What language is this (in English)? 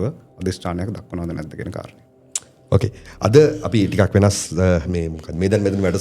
Sinhala